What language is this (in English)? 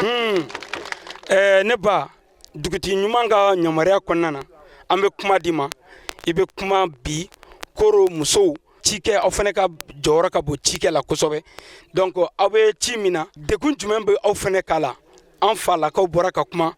Bambara